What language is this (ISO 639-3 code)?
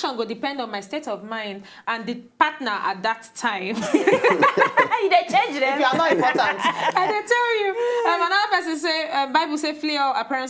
pcm